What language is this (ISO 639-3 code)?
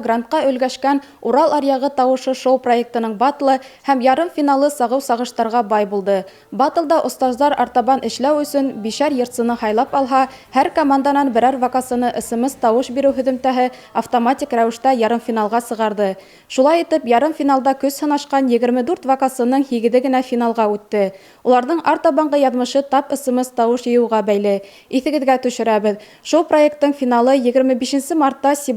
bak